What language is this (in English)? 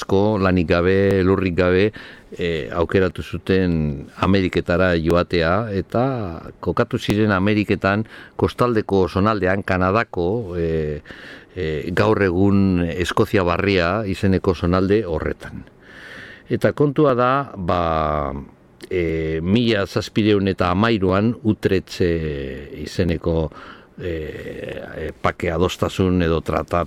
Basque